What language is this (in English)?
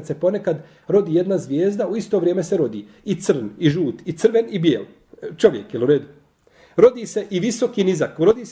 Bosnian